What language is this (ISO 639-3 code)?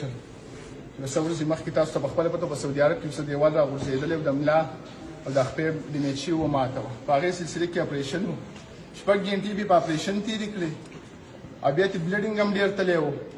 pus